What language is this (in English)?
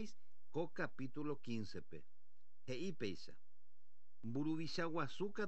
Guarani